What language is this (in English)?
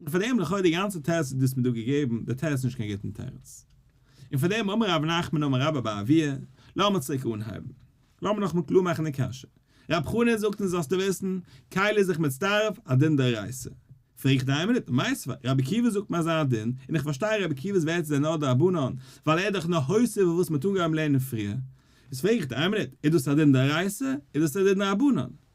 Yiddish